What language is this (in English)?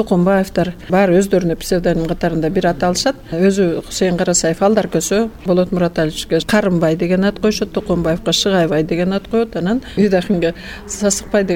Kyrgyz